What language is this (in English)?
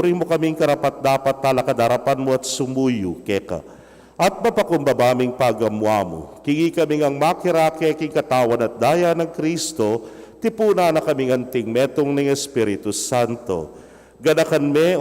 Pampanga